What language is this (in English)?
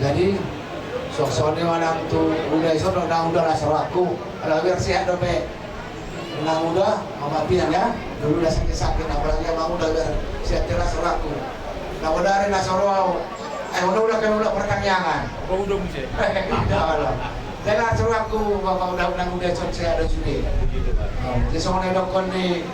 Batak Toba